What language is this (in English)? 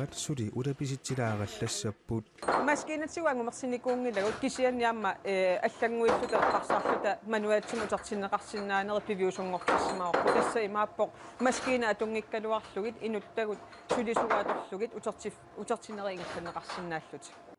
Kalaallisut